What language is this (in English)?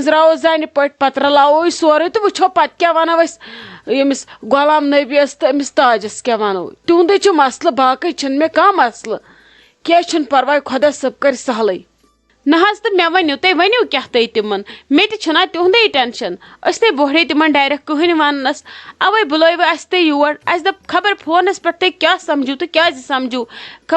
Kashmiri